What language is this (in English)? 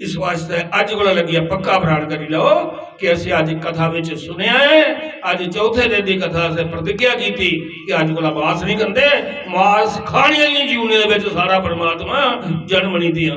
Dogri